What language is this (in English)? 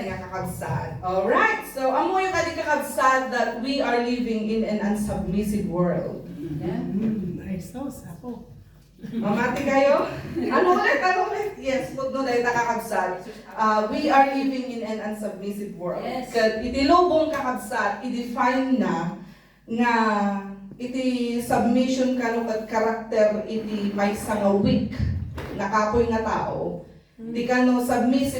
Iloko